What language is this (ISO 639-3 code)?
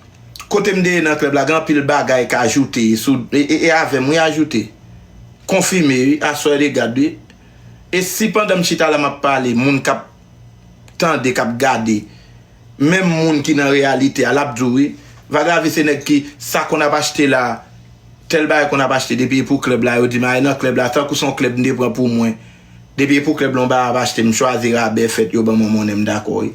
hat